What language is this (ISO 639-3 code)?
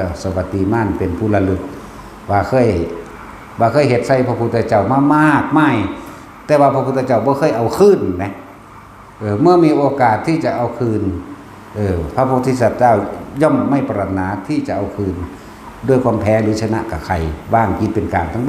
tts